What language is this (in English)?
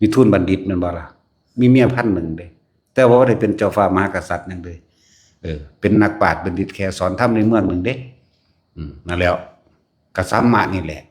Northeastern Thai